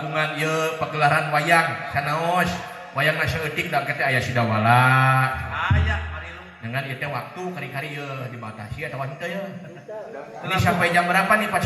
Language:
Sundanese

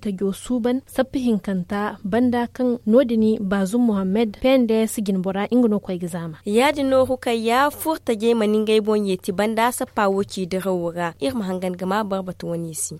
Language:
Zarma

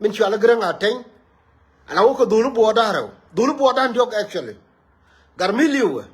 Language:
Nuer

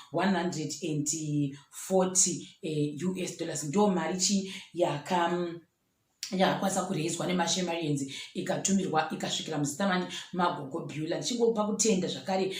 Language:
Shona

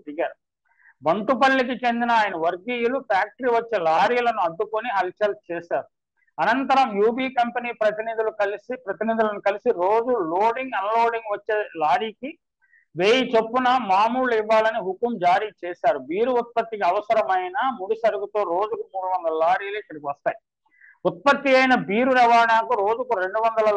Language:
Telugu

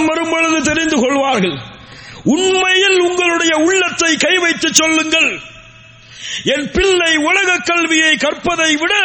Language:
Tamil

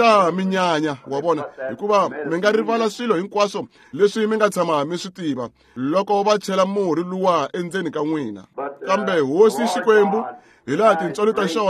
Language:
Tsonga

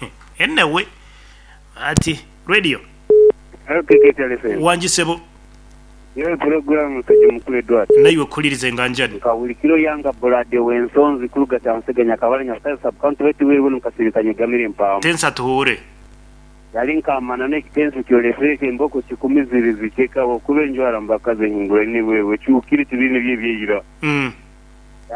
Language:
Nyoro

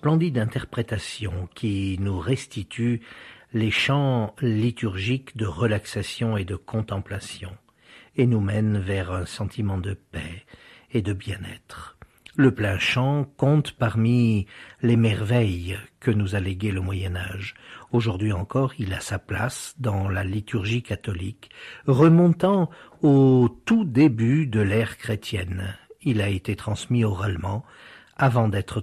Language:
French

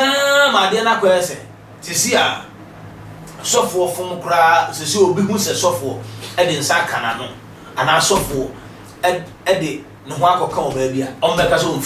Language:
Akan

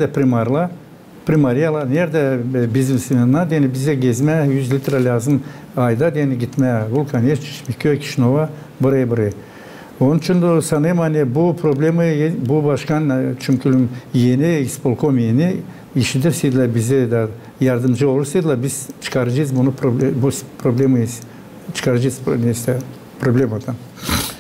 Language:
Gagauz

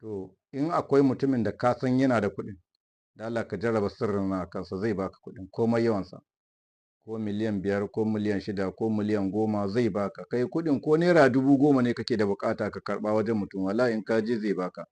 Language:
Hausa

